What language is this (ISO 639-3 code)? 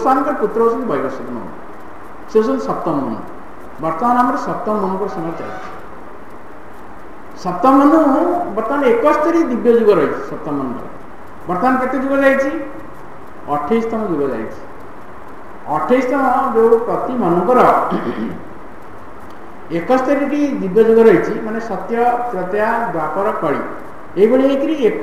ori